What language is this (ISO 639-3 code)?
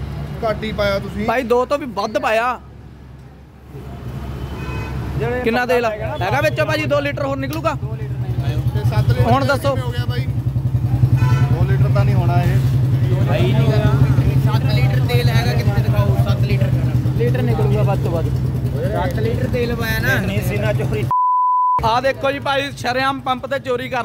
pan